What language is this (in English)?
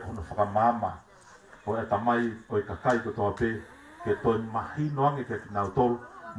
Tongan